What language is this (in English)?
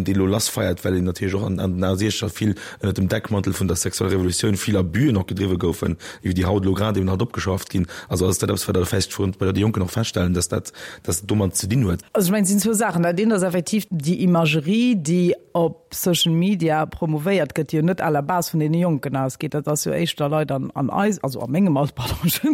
Luxembourgish